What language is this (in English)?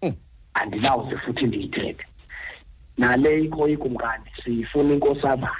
Xhosa